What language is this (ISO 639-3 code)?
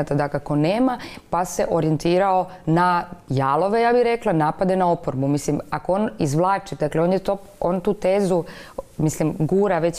hrv